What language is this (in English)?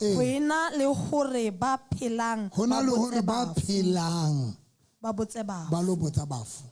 Southern Sotho